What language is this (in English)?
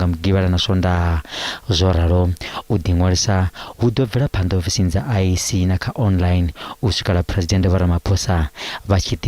Venda